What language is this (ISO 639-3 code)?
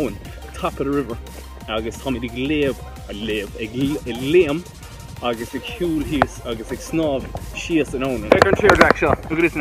gle